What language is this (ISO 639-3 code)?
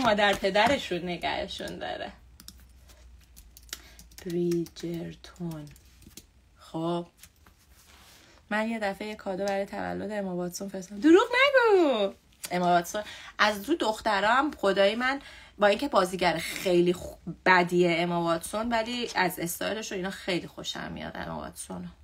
fas